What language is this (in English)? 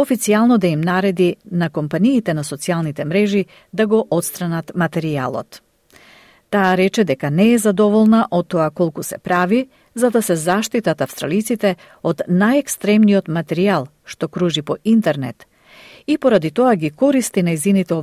Macedonian